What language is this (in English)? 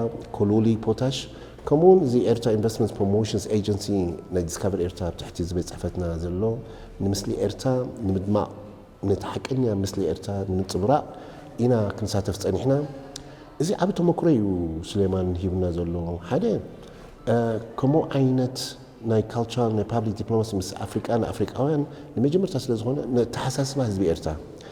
Tigrinya